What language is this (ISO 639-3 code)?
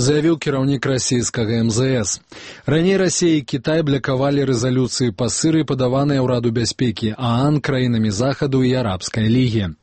bel